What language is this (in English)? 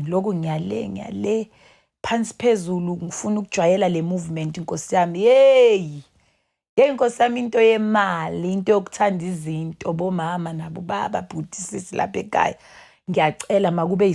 Zulu